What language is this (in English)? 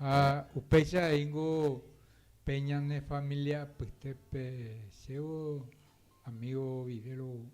Guarani